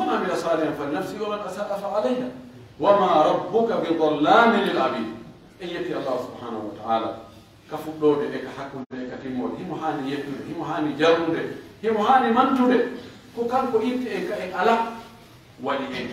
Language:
Pular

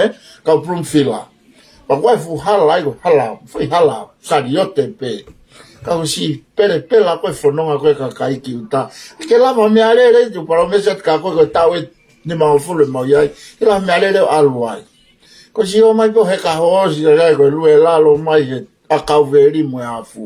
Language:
Tongan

